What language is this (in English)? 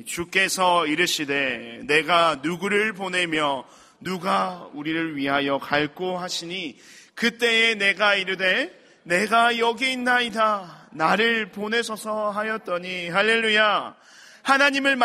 Korean